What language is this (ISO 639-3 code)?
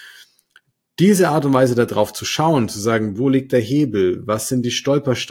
deu